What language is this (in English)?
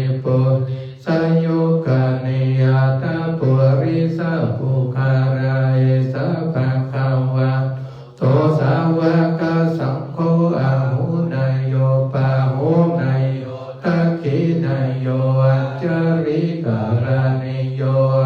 Pali